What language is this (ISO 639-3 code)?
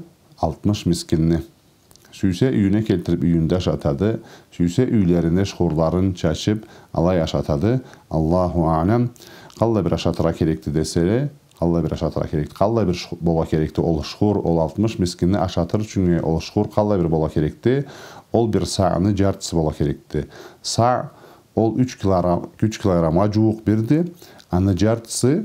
krc